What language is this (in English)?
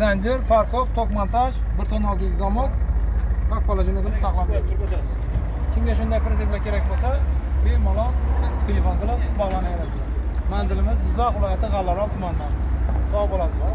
Uzbek